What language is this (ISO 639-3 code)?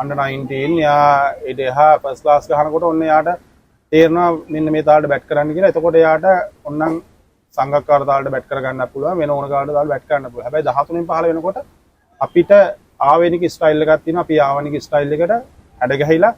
sin